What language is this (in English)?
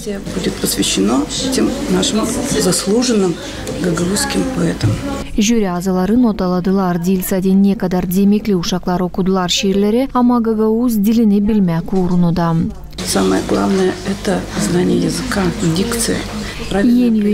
Gagauz